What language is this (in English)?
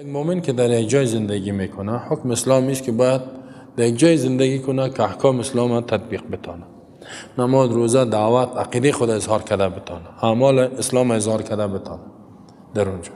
Persian